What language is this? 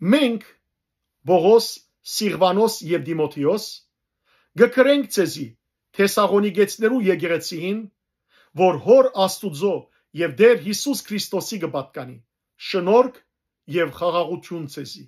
Western Armenian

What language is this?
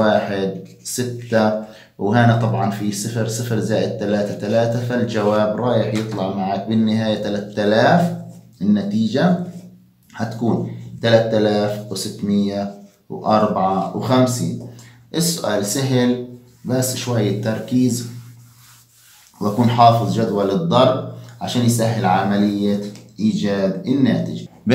South Levantine Arabic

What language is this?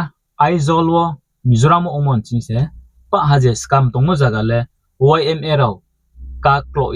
Riang (India)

